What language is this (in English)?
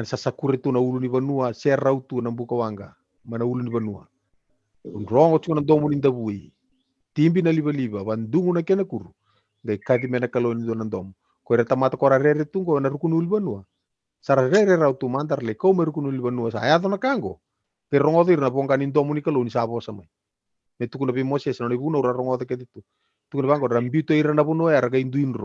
Fijian